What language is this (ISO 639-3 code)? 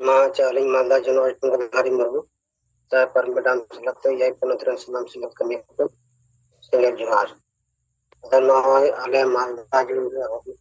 sat